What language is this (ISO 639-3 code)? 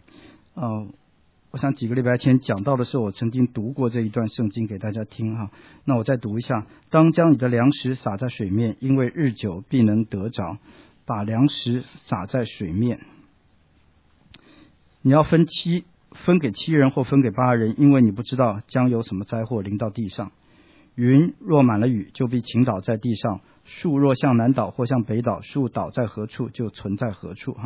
zho